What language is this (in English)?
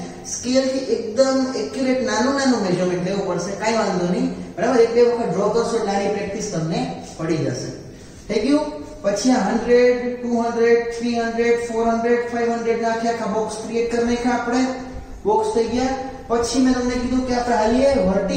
Gujarati